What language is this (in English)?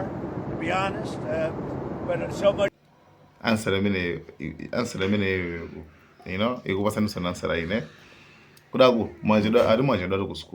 Nyanja